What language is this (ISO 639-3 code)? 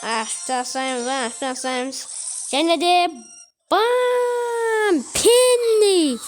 kaz